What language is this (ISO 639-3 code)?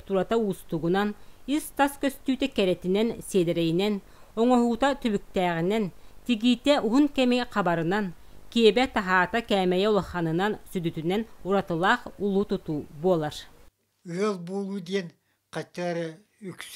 sah